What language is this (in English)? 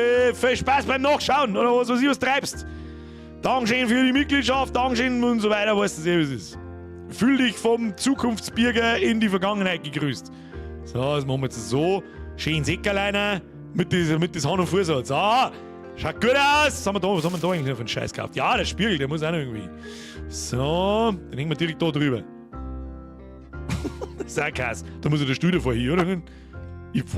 Bavarian